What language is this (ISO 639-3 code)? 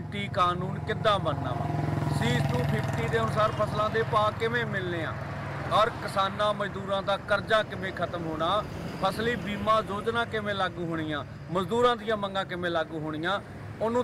pan